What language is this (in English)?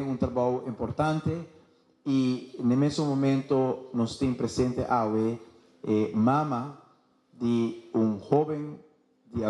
Papiamento